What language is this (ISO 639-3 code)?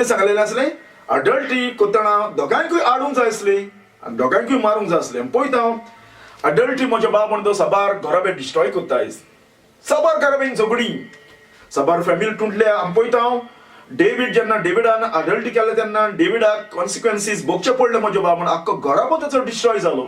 kok